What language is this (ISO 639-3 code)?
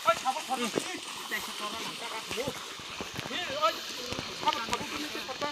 trp